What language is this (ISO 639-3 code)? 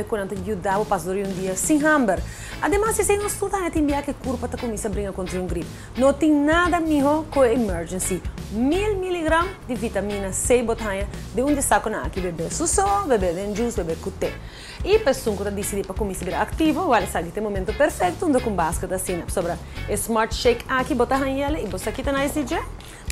pap